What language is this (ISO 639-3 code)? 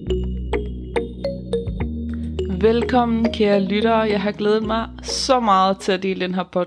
dan